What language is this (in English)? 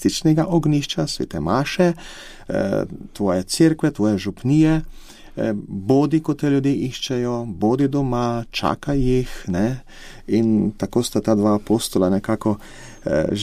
Slovenian